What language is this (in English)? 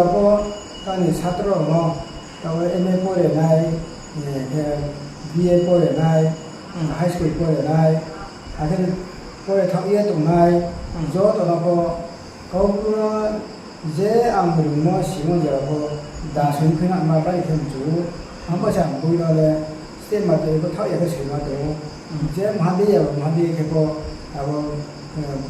Riang (India)